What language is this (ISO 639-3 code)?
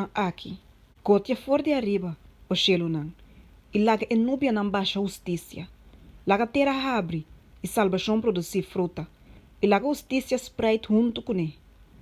pap